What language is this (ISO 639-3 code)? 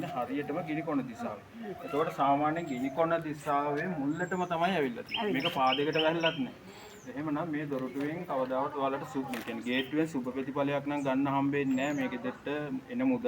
sin